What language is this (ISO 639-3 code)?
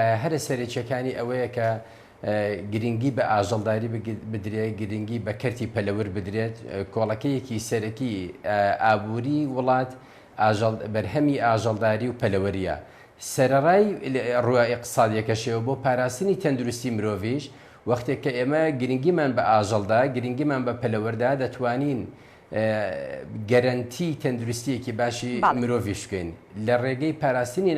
ckb